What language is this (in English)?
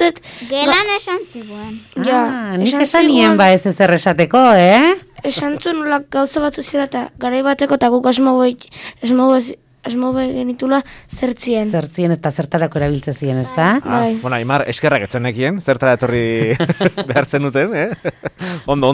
Basque